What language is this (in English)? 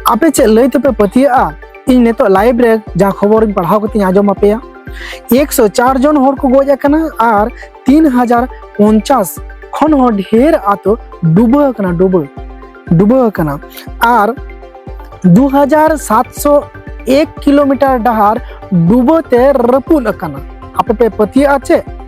Santali